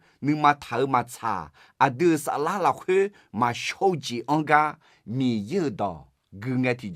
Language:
Akha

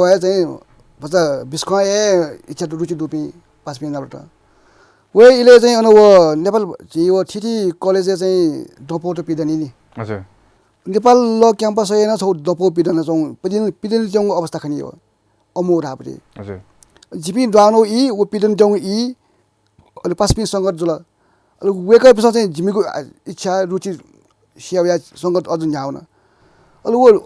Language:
Newari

